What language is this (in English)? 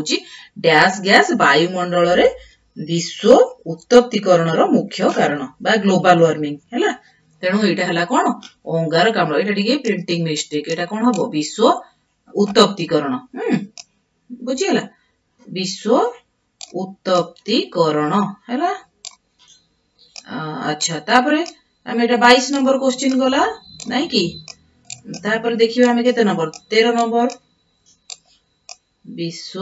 Odia